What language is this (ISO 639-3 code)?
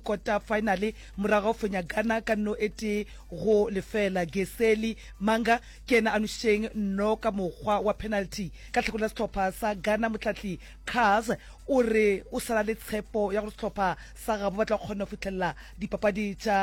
nso